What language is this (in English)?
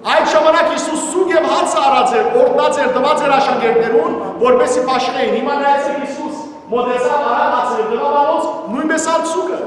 Western Armenian